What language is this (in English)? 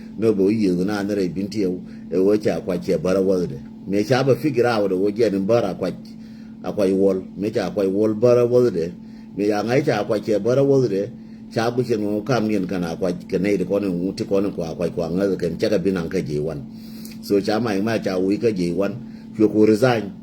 Nuer